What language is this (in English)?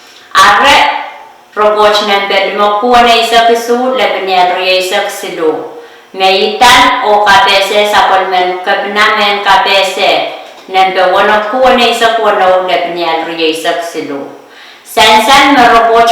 Pohnpeian